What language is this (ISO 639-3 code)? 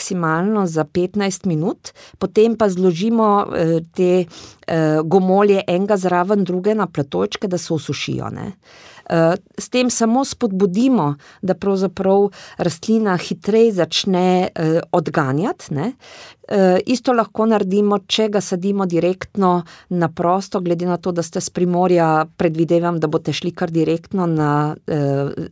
slv